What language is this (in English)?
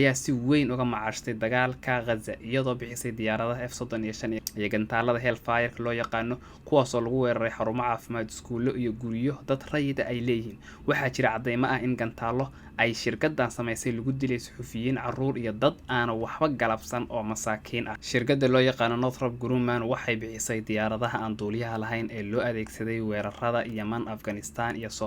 Somali